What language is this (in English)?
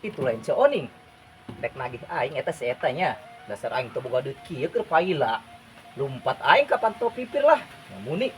Sundanese